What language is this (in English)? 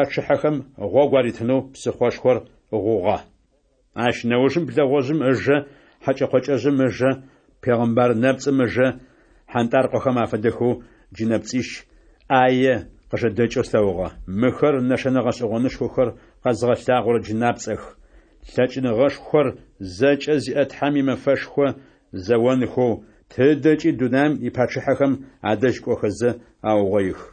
Adyghe